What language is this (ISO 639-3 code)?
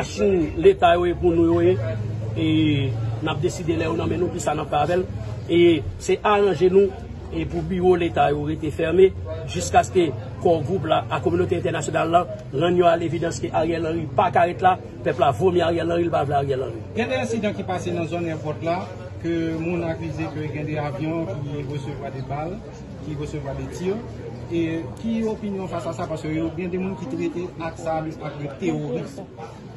hat